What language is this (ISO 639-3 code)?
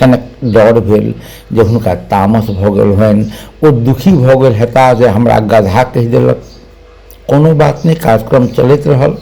mai